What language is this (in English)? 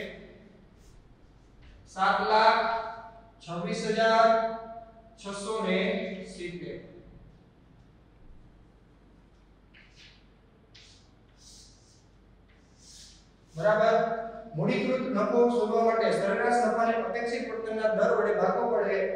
Gujarati